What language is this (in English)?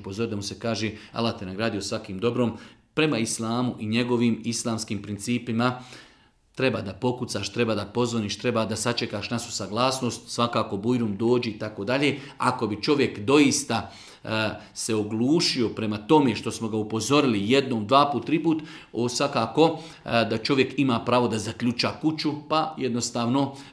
Bosnian